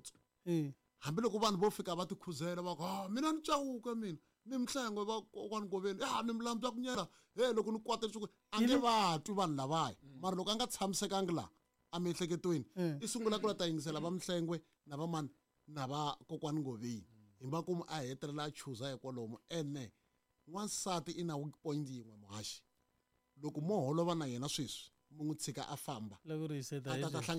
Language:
Tsonga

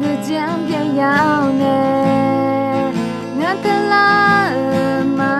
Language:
Akha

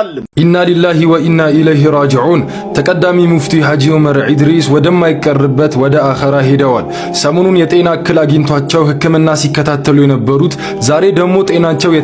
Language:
Amharic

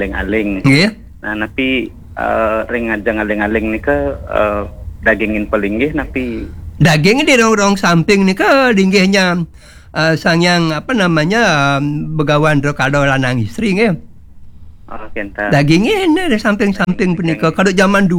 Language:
Balinese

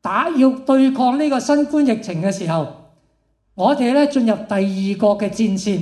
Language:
Cantonese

